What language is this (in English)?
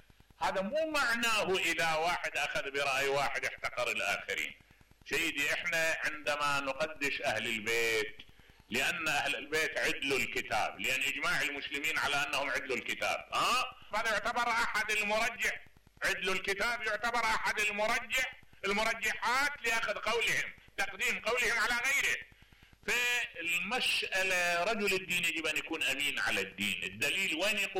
Mesopotamian Arabic